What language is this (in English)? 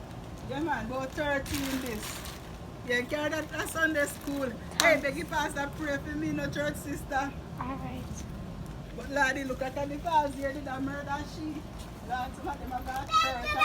Jamaican Creole English